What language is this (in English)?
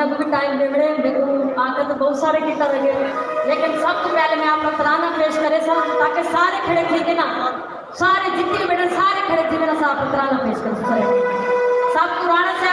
Saraiki